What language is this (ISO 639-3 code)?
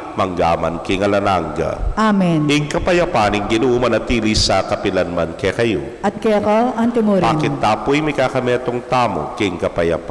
pam